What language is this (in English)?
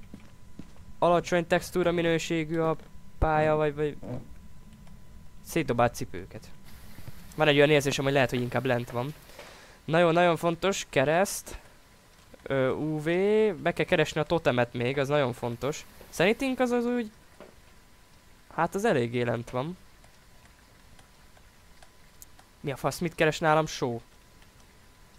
Hungarian